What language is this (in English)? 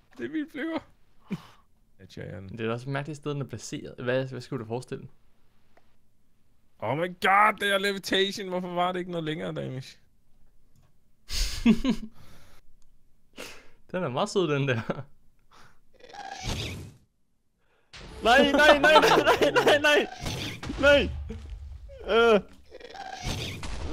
Danish